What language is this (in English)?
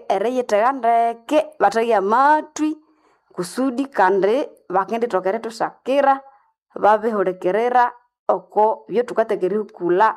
Nande